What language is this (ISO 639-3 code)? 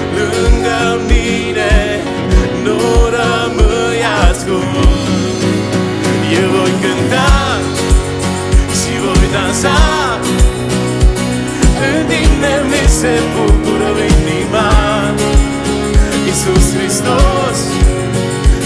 ron